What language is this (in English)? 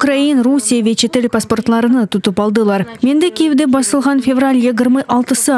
Crimean Tatar